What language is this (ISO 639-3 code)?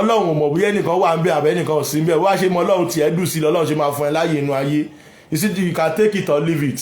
yor